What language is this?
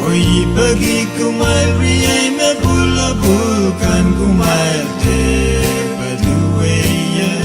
Pohnpeian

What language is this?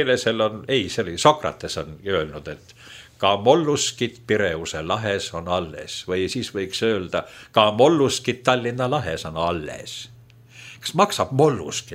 Estonian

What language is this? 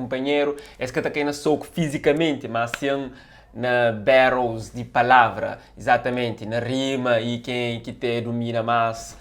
Kabuverdianu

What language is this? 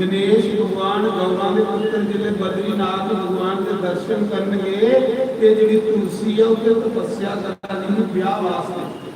Dogri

